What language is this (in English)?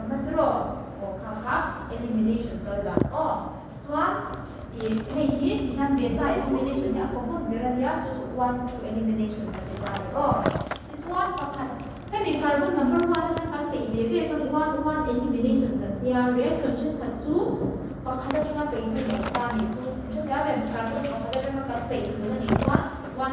Mizo